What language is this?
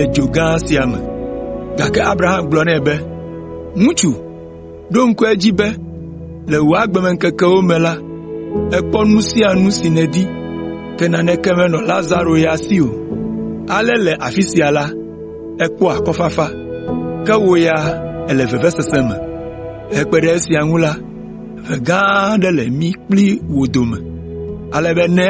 Ewe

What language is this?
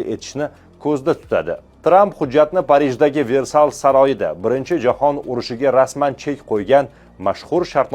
Uzbek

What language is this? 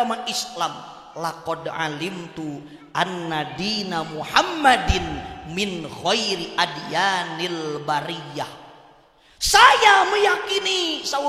Sundanese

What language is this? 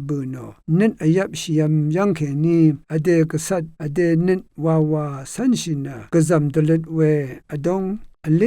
Rawang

